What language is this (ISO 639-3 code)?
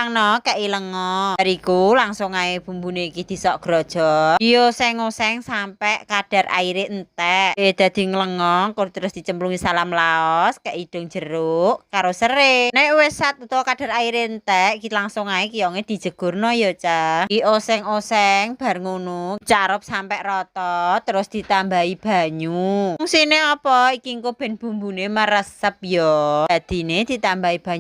jav